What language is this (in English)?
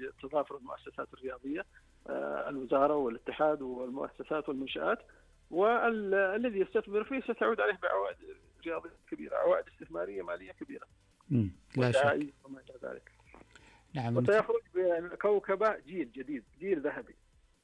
Arabic